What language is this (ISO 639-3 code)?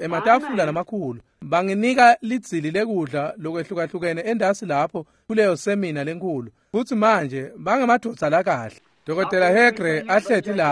ssw